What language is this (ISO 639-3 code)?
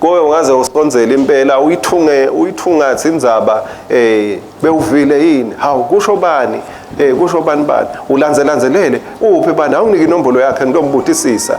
ssw